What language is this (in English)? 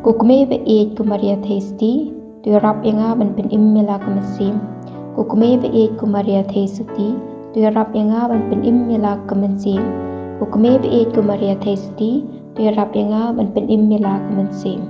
Khasi